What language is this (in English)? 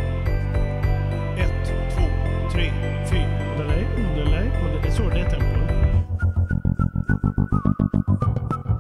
Swedish